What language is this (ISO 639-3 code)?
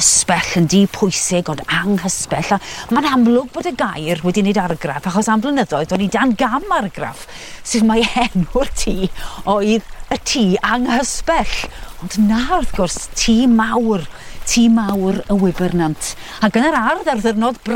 cym